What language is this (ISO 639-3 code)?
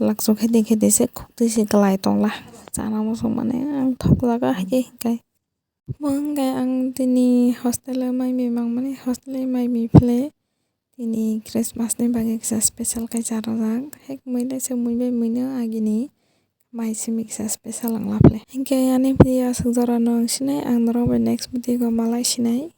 trp